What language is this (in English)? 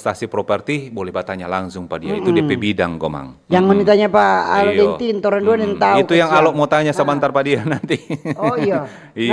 Manado Malay